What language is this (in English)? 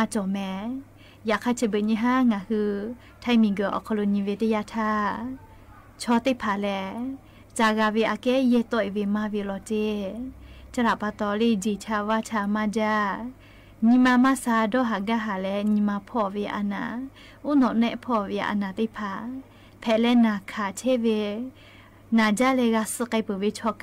Lahu